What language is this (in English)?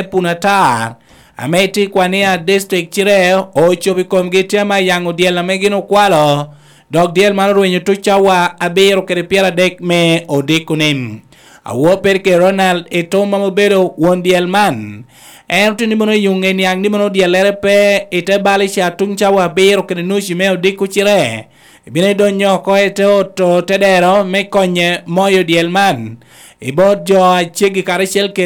Lango (Uganda)